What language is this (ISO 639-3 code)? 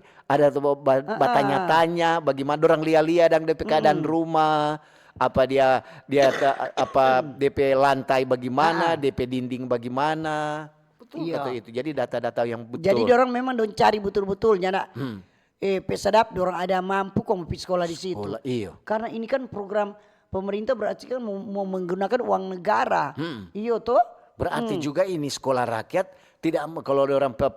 xmm